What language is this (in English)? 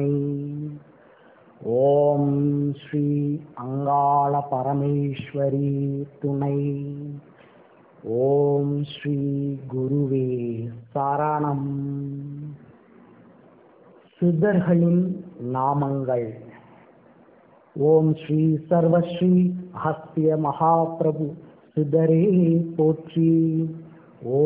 Tamil